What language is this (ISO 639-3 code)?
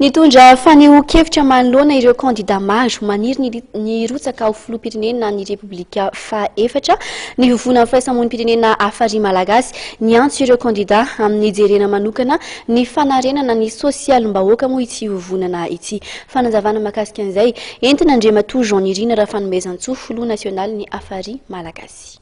mlg